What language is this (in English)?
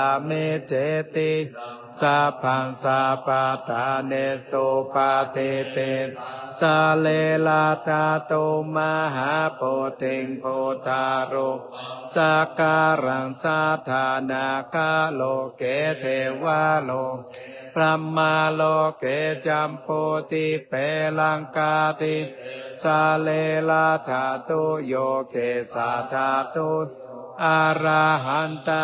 Pali